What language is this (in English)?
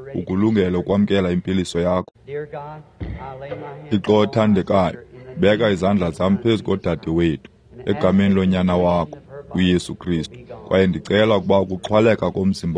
Xhosa